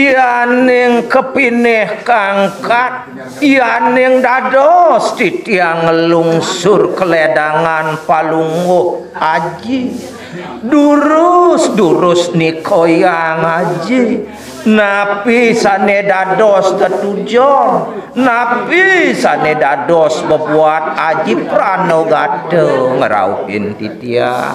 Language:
Balinese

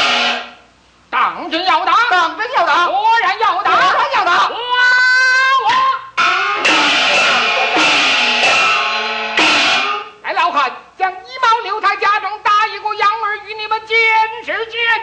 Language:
Chinese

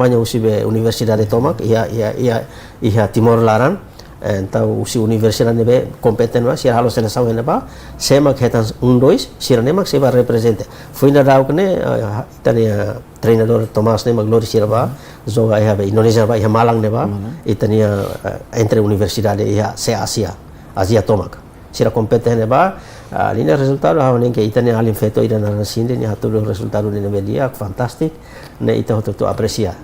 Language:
Tetum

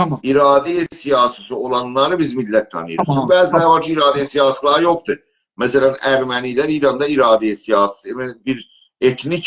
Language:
South Azerbaijani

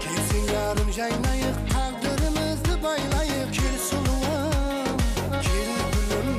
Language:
Kara-Kalpak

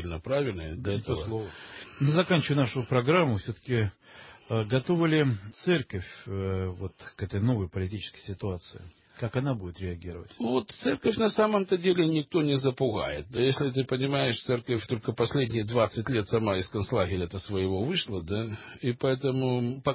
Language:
Russian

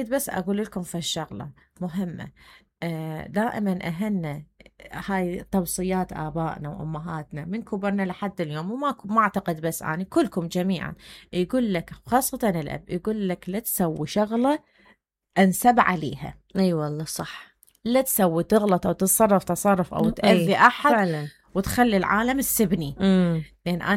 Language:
Mesopotamian Arabic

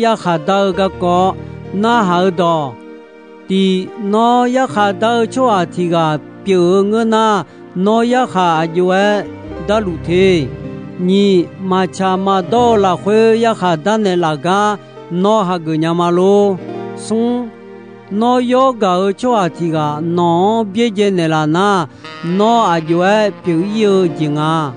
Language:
Akha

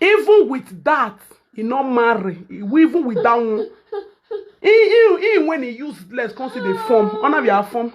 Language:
Nigerian Pidgin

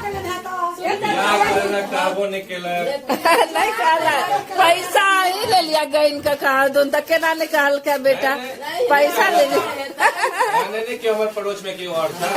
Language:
Maithili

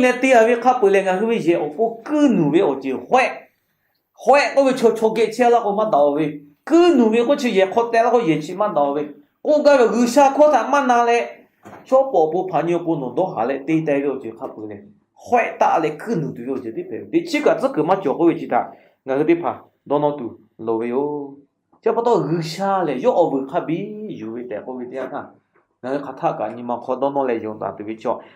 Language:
Lahu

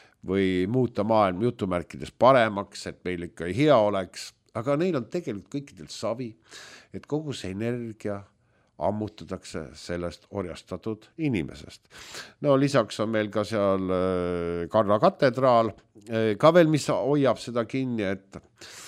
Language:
Estonian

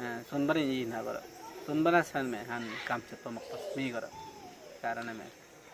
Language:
Awa-Cuaiquer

